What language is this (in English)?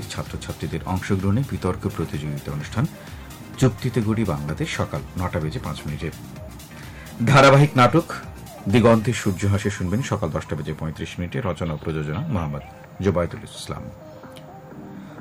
Bangla